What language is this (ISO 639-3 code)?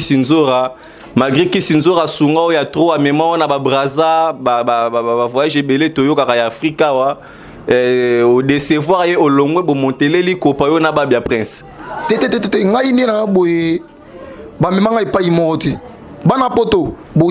lin